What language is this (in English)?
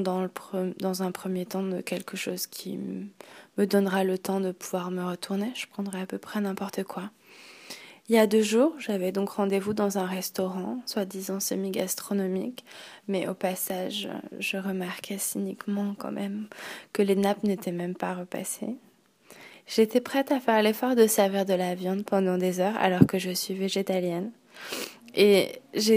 French